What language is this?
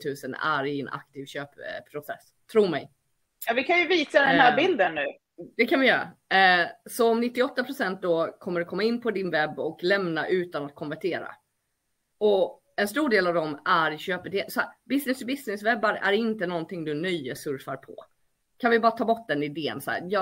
Swedish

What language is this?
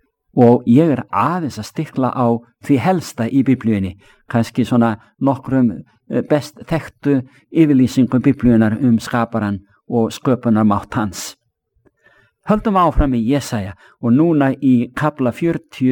Icelandic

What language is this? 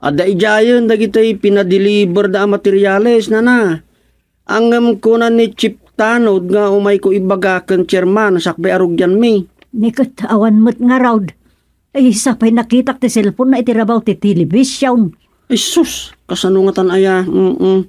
Iloko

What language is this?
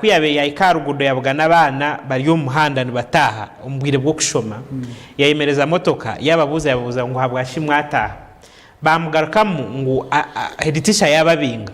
Nyankole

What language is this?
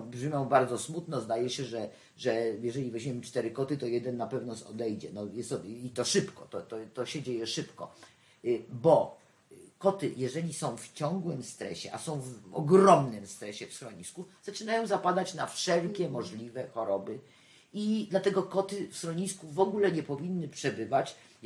Polish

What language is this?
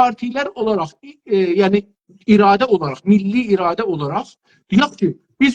South Azerbaijani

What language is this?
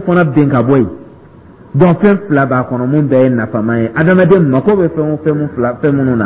Dyula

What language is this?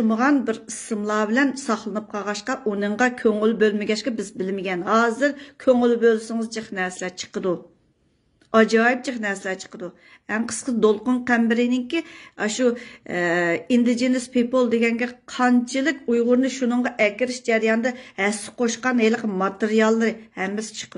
Uyghur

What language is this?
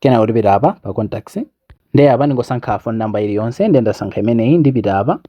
Nyanja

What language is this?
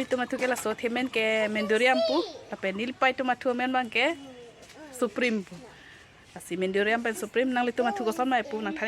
Karbi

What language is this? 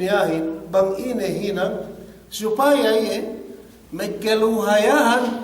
Yakan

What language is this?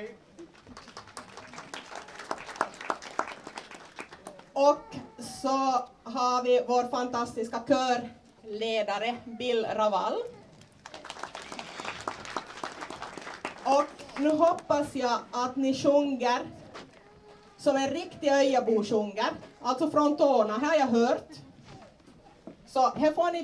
Swedish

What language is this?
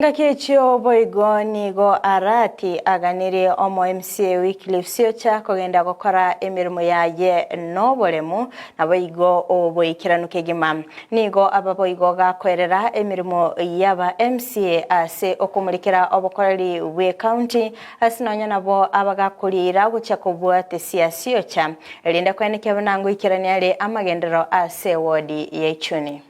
Gusii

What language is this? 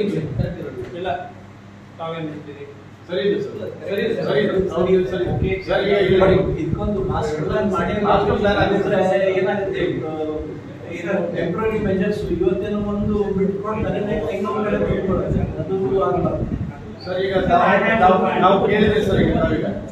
Kannada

